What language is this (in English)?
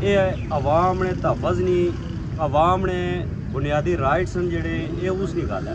Pahari-Potwari